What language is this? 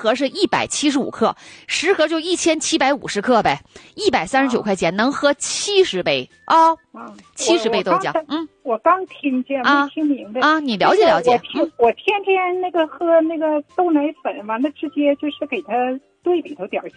Chinese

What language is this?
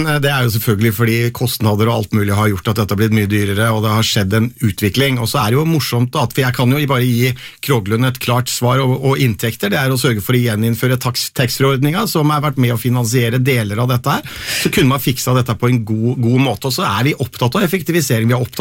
Norwegian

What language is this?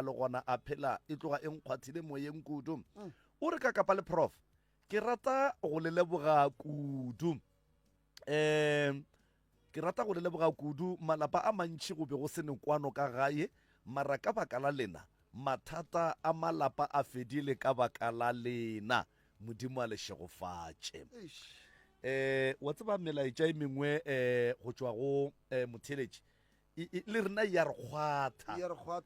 Northern Sotho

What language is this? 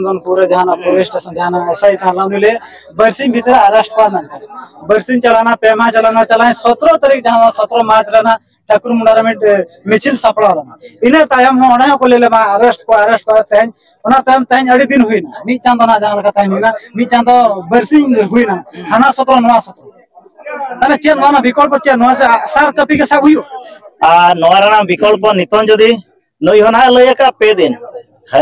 Santali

